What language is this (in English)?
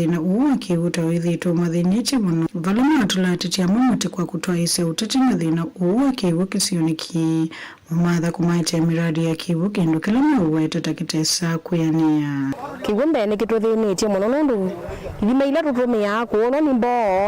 Kamba